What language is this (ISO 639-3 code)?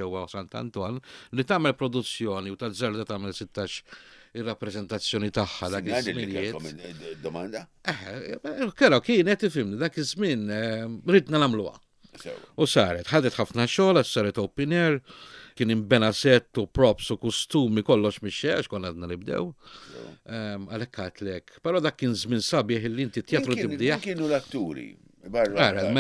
mlt